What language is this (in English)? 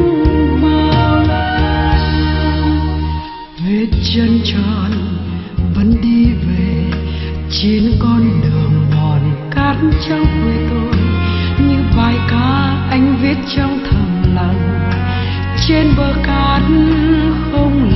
Vietnamese